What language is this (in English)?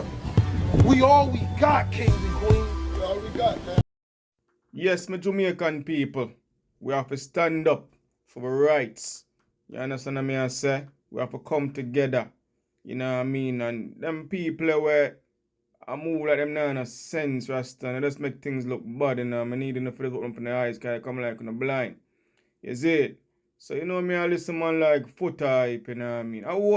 Jamaican Creole English